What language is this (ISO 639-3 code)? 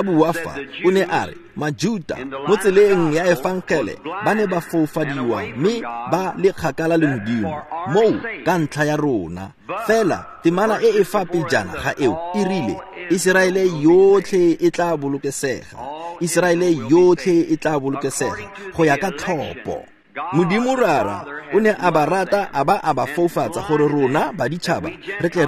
tsn